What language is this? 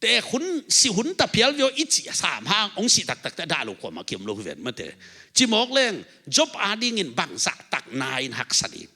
Tedim Chin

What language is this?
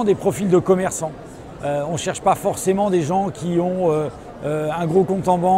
French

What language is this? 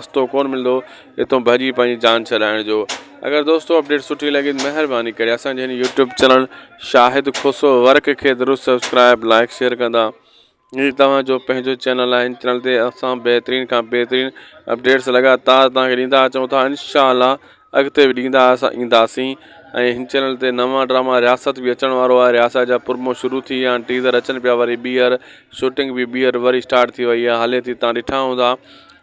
Sindhi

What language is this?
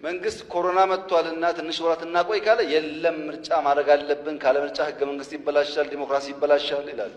Amharic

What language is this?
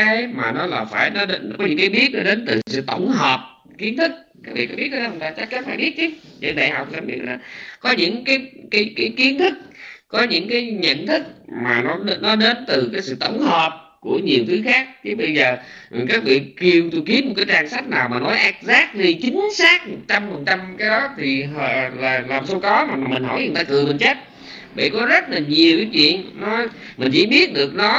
Vietnamese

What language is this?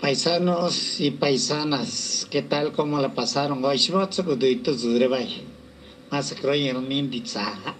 Lachiguiri Zapotec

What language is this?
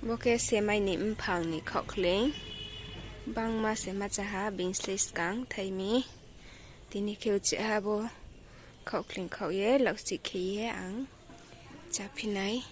Riang (India)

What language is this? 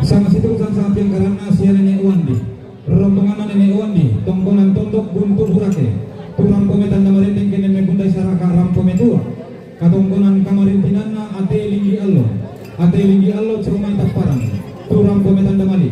Toraja-Sa'dan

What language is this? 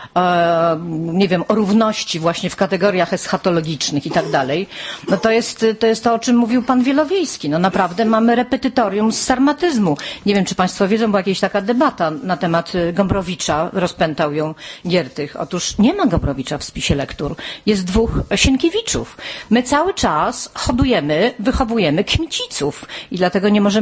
Polish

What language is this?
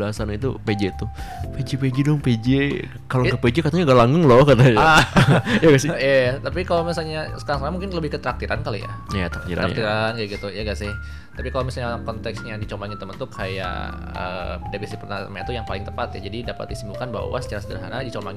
Indonesian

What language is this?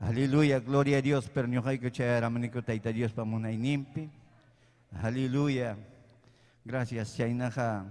Ayacucho Quechua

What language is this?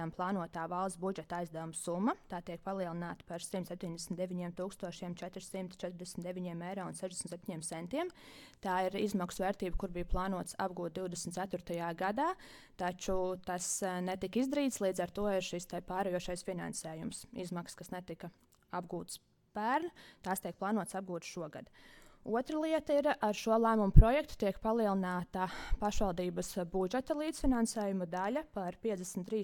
Latvian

